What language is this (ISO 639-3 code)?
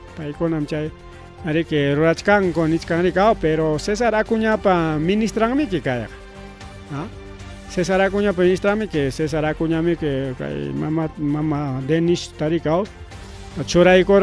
quy